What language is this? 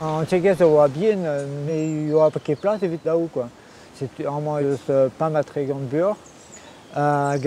Breton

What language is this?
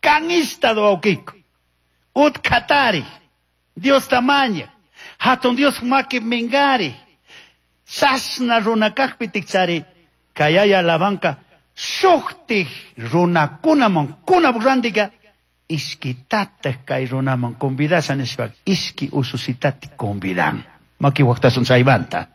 Chimborazo Highland Quichua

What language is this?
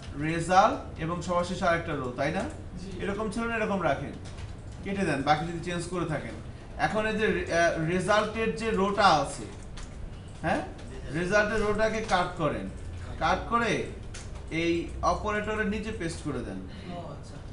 Bangla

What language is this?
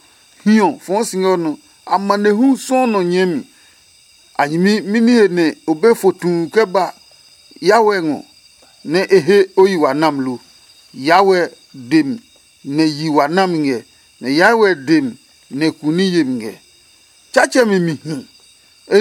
Adangme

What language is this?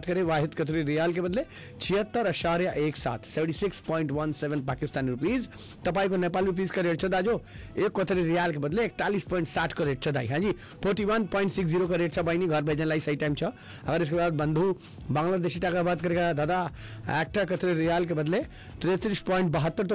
Hindi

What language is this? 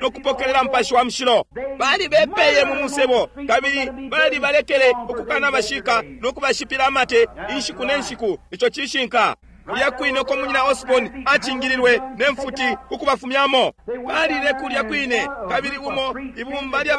Bemba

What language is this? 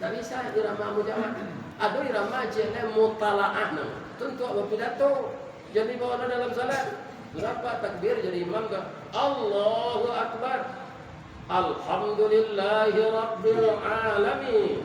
Minangkabau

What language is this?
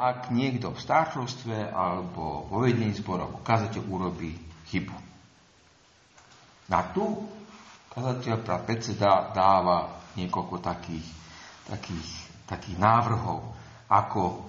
Slovak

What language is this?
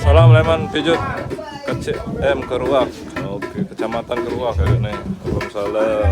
Sasak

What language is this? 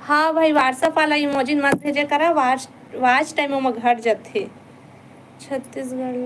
Chhattisgarhi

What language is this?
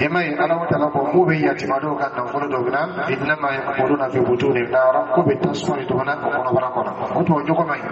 Dyula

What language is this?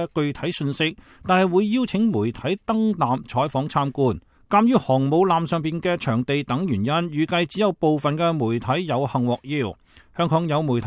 Cantonese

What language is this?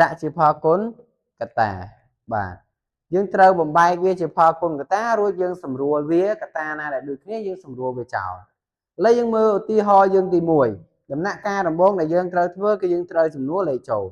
Khmer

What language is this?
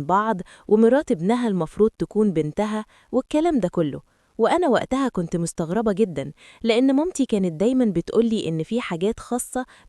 Egyptian Arabic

